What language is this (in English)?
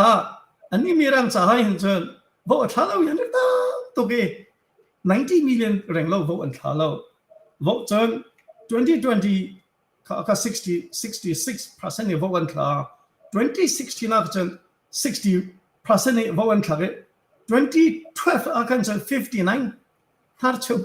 Hakha Chin